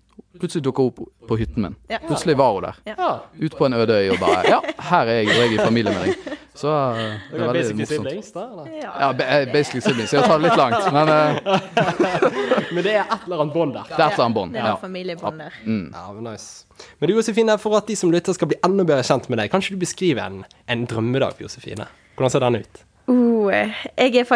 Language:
Norwegian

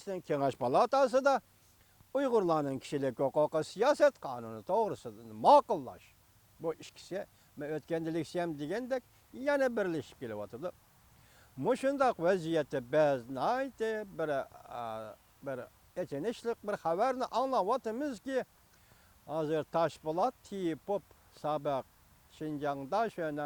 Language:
Uyghur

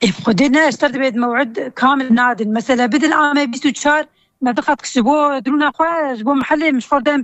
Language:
Kurdish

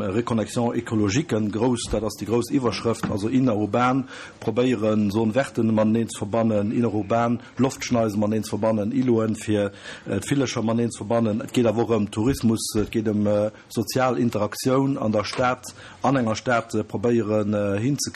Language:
Luxembourgish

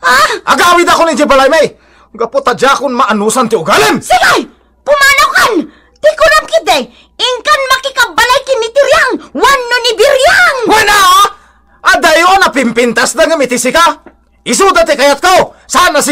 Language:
Iloko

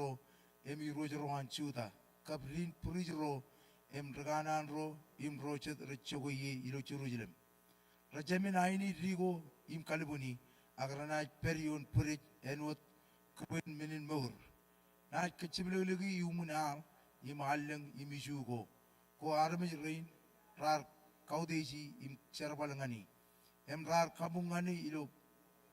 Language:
Marshallese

